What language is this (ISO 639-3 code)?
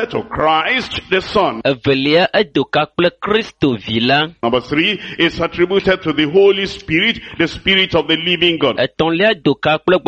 ewe